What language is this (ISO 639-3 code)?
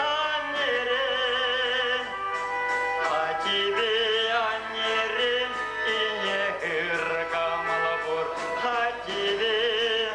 chv